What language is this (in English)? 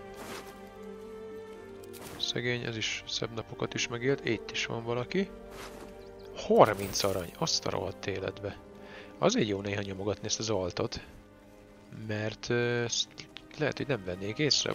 Hungarian